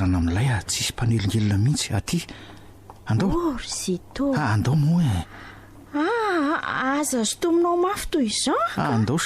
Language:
Malagasy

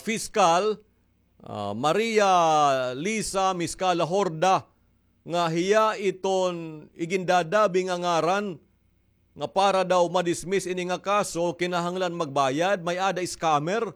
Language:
Waray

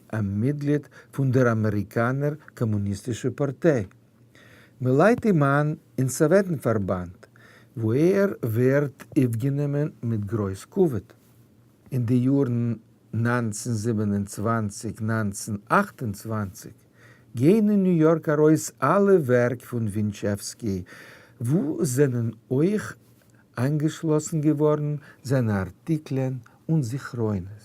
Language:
Yiddish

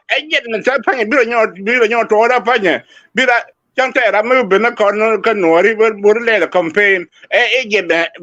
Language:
Nuer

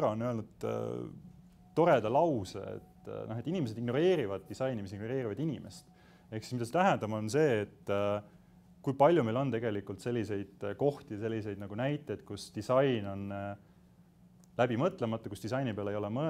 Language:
Estonian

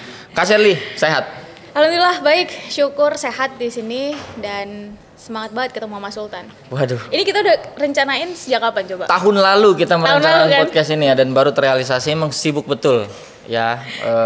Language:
Indonesian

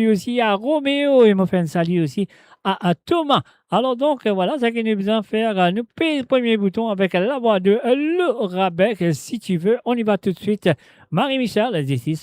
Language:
Morisyen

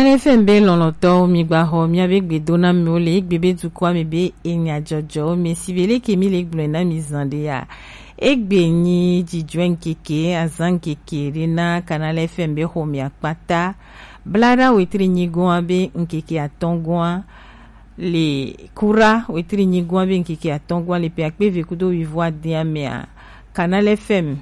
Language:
Gen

